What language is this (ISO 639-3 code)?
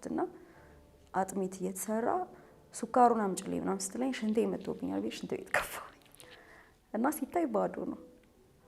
amh